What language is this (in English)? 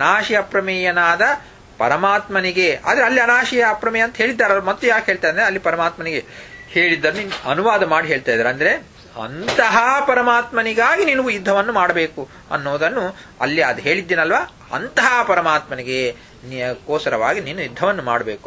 Kannada